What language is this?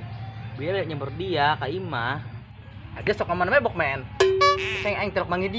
Sundanese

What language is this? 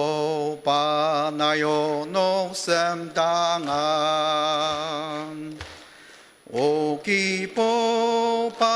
Ao Naga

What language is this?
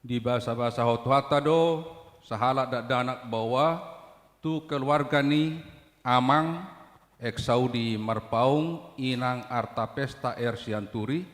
Batak Toba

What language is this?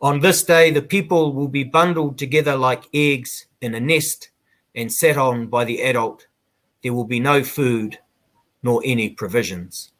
Māori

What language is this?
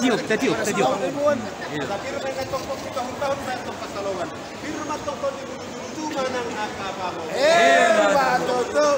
Batak Toba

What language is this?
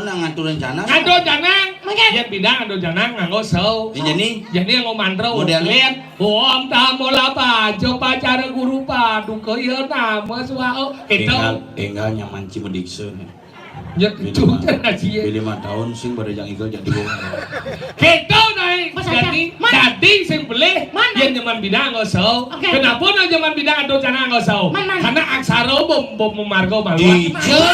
Balinese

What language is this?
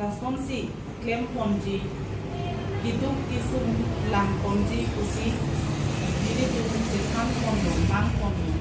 Karbi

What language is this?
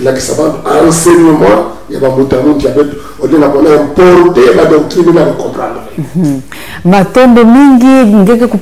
Kituba (Congo)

